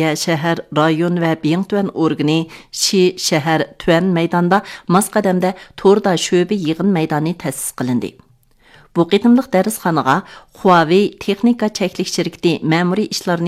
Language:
Uyghur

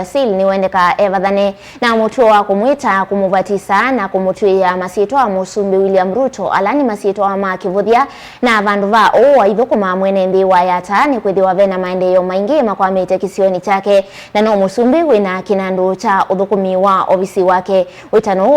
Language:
Kamba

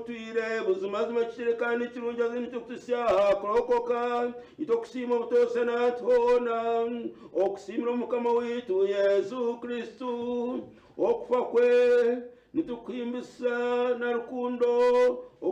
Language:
Nyankole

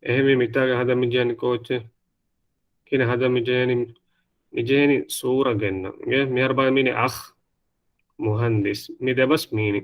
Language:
Divehi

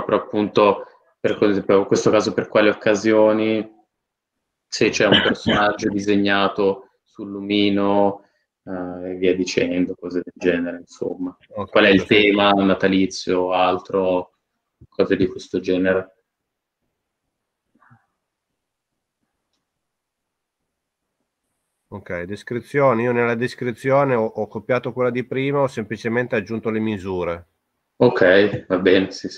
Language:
Italian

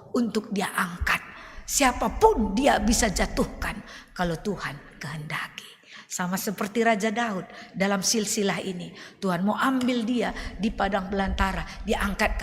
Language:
Batak Karo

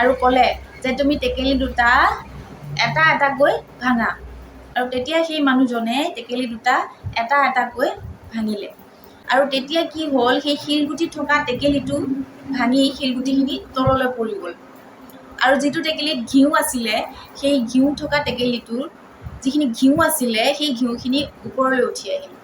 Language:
Assamese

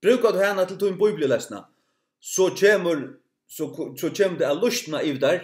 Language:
Faroese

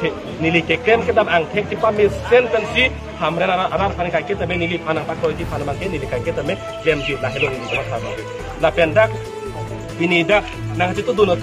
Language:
Karbi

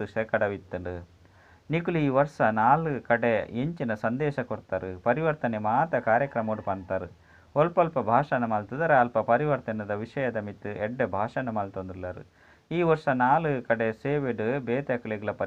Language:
Tulu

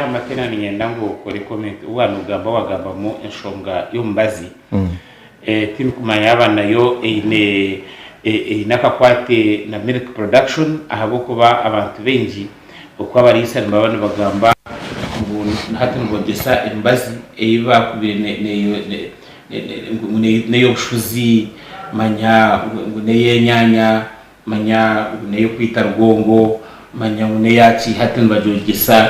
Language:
Nyankole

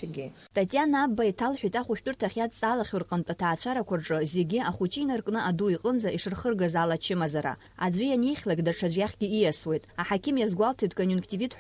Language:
Abkhazian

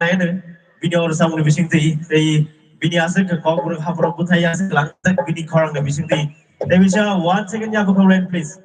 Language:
Kok Borok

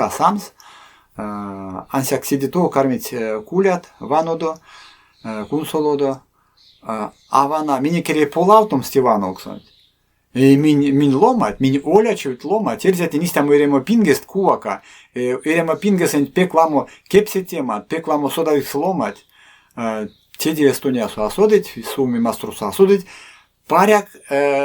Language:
Erzya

